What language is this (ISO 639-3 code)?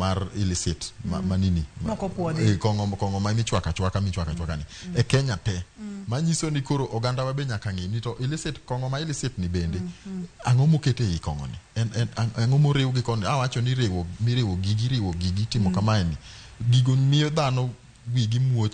luo